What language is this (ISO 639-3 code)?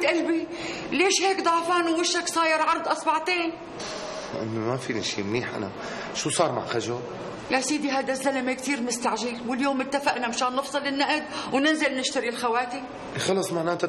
apc